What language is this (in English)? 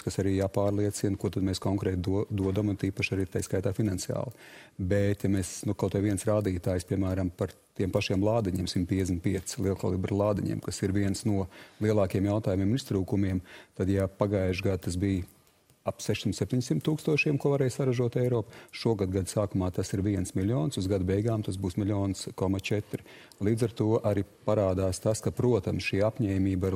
Latvian